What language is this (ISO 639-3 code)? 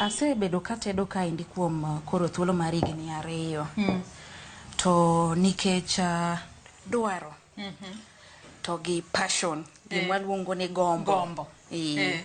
luo